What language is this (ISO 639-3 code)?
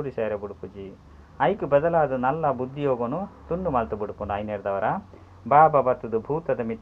tcy